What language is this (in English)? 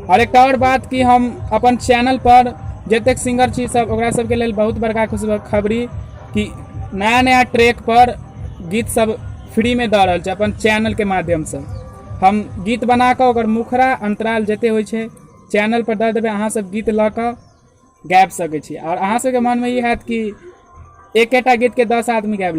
Maithili